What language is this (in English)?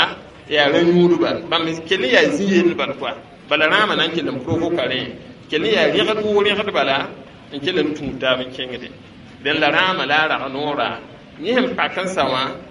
Mossi